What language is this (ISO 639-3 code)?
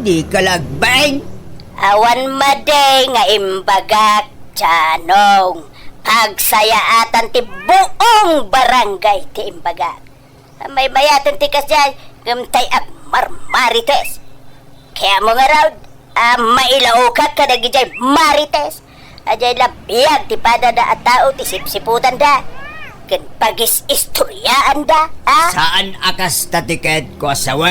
ilo